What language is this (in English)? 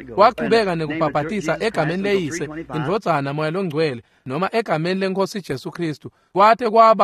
Swati